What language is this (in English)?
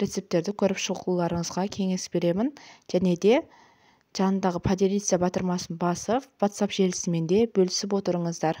Kazakh